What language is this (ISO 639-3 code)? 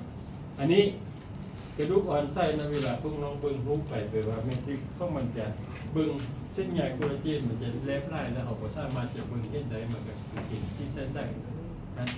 lao